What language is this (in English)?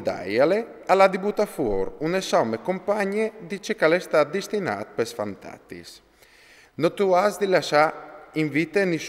Friulian